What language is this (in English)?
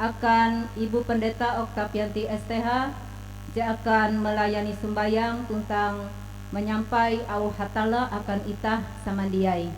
Ngaju